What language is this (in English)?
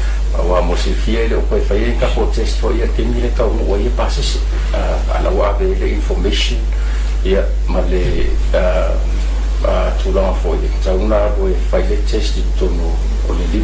Samoan